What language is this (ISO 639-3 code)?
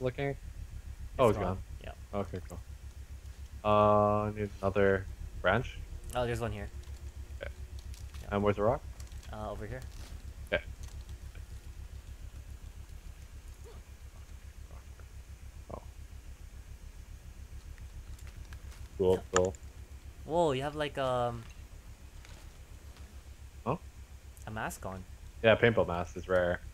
eng